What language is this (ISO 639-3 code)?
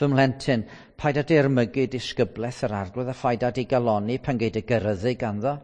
cym